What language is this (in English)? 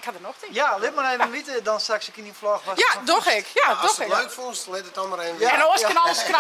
Western Frisian